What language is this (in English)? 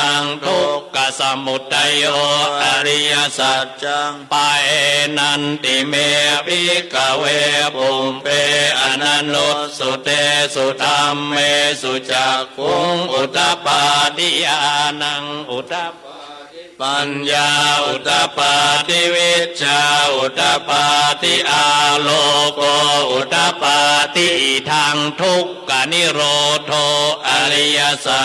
Pali